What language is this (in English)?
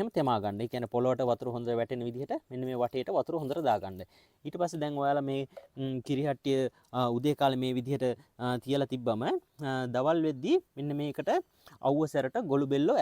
Sinhala